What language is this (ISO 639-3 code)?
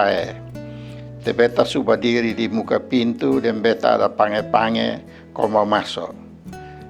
mkn